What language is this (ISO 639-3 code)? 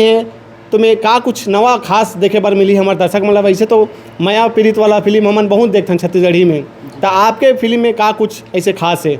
hne